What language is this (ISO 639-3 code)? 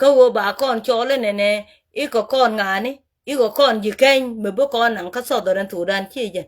nus